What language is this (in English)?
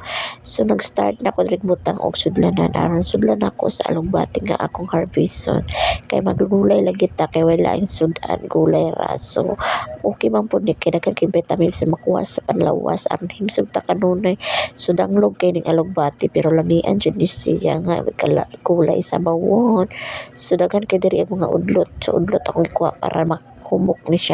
Cebuano